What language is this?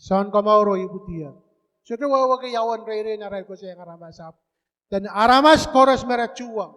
Pohnpeian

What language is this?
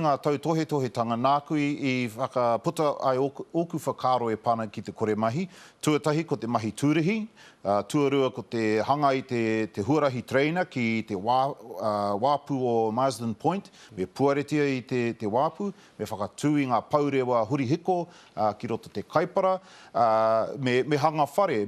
Māori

